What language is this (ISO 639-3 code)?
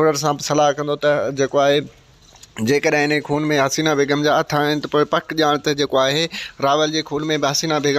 snd